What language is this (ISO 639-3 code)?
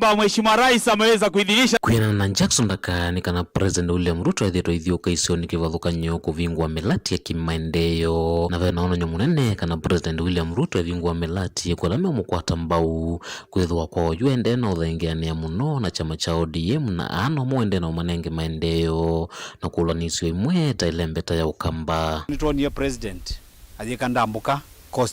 kam